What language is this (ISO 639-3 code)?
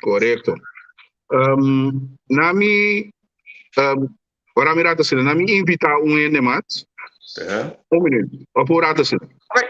pap